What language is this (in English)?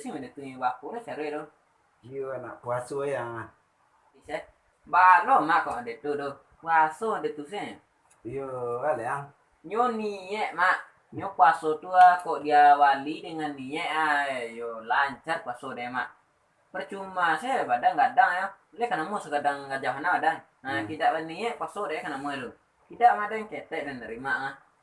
Minangkabau